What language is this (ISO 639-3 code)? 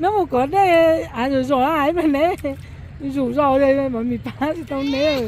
hmn